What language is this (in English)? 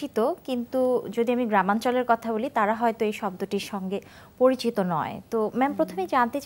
Bangla